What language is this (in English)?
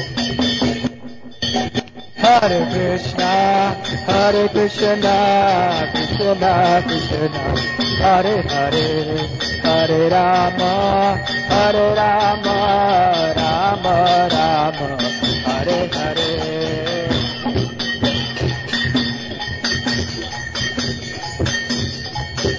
Hindi